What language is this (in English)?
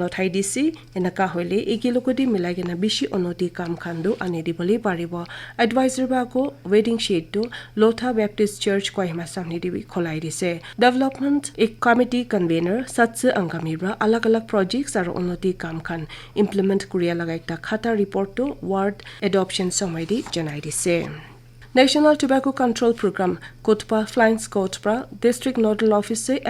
Naga Pidgin